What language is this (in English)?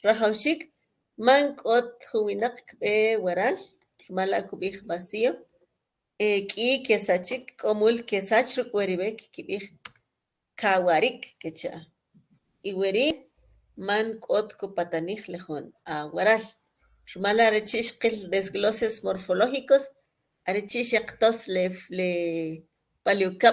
Kʼicheʼ